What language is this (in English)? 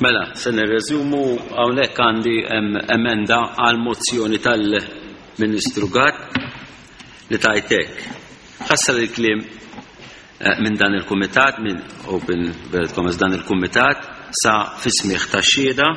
Maltese